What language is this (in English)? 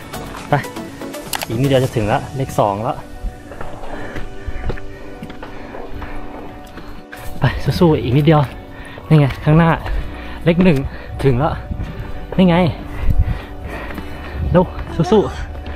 Thai